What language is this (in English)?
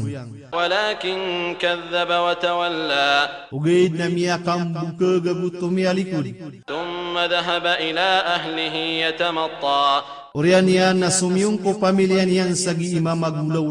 Maranao